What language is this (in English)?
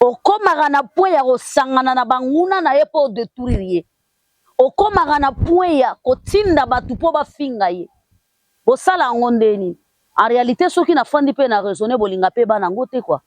Lingala